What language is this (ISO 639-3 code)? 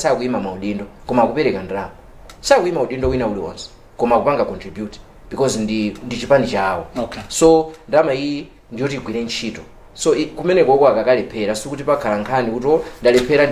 nya